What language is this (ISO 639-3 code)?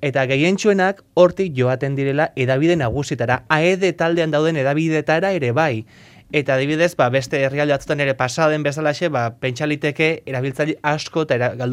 eus